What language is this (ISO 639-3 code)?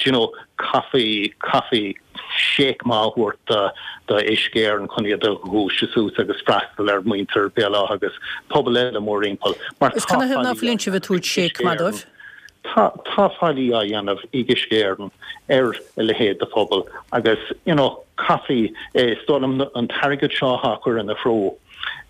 gle